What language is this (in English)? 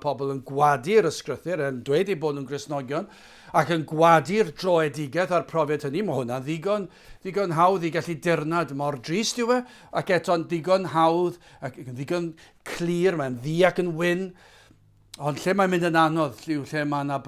Welsh